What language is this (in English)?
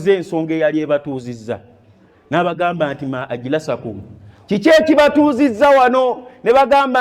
Ganda